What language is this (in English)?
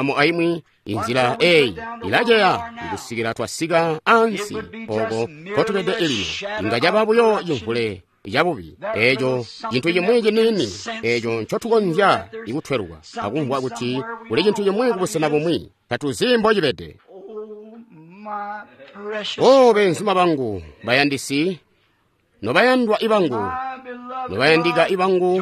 Tonga (Zambia)